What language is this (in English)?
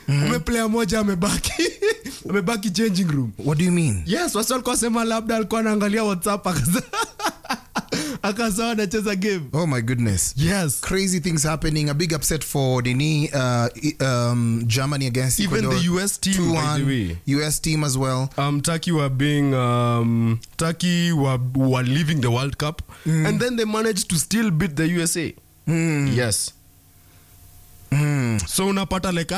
Swahili